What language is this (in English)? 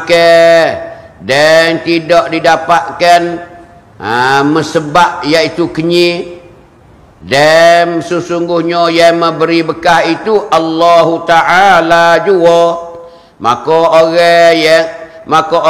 Malay